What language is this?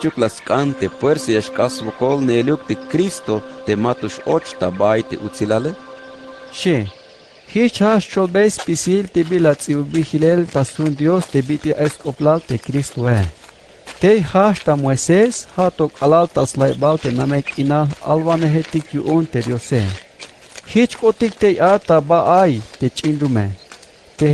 Tzeltal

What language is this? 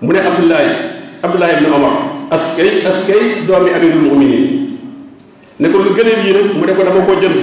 Wolof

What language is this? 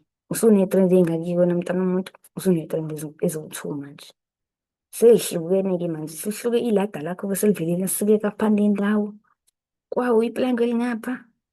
Zulu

